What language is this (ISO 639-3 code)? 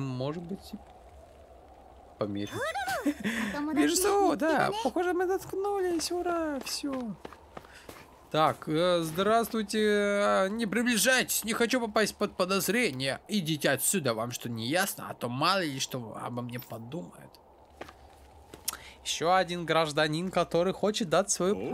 rus